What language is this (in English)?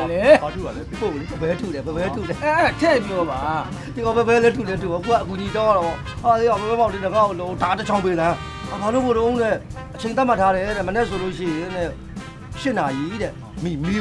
Burmese